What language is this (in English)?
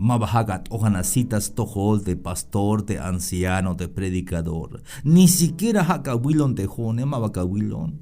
Tzeltal